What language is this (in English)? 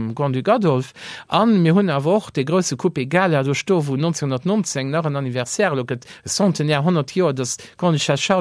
Luxembourgish